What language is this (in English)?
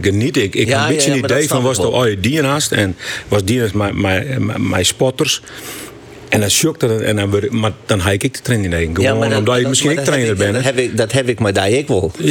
Western Frisian